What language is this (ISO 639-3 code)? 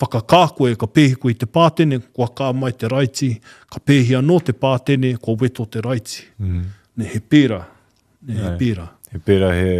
mri